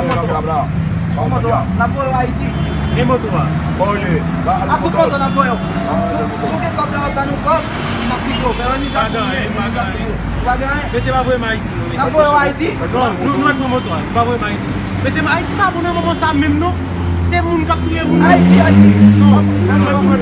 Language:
Haitian Creole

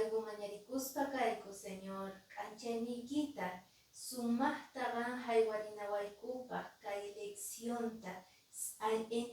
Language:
Quechua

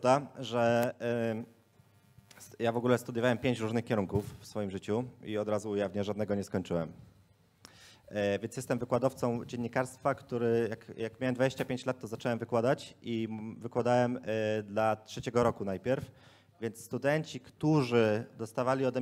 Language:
Polish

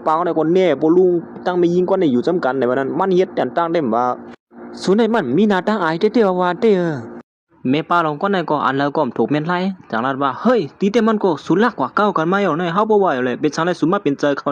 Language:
Shan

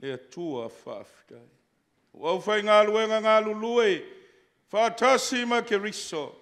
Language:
Samoan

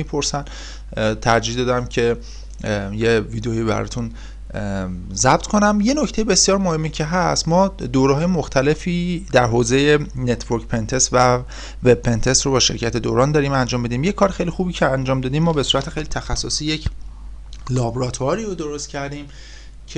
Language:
Persian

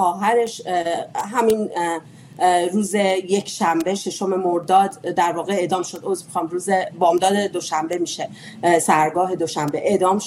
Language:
Persian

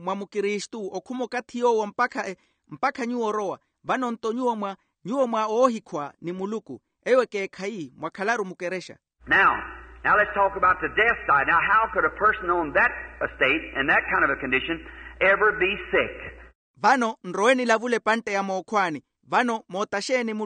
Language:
Makhuwa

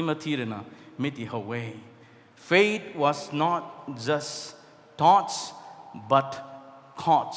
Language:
Rongmei Naga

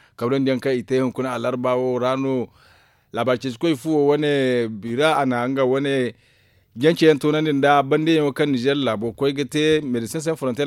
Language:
Zarma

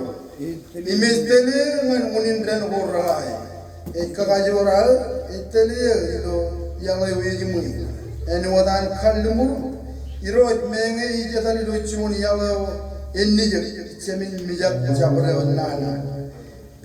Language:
Marshallese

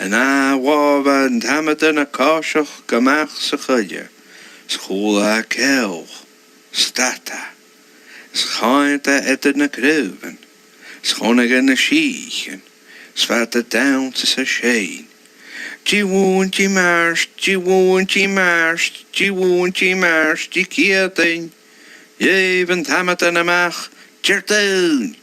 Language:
Scottish Gaelic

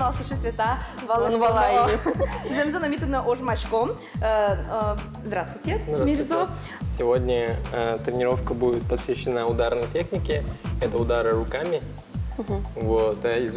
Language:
Udmurt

